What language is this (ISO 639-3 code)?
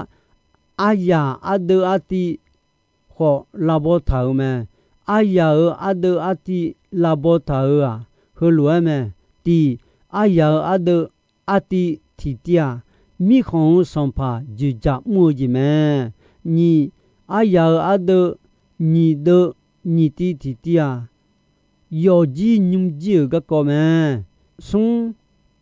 ahk